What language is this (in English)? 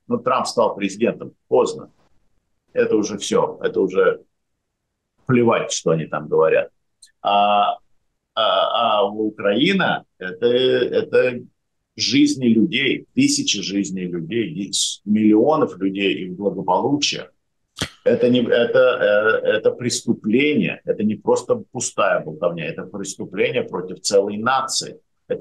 Russian